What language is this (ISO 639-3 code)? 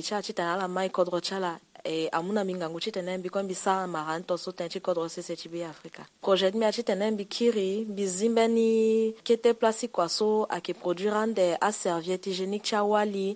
sag